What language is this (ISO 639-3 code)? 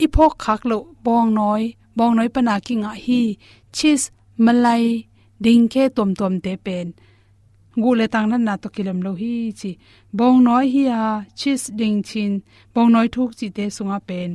ctd